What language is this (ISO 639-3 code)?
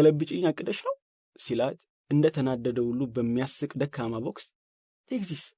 amh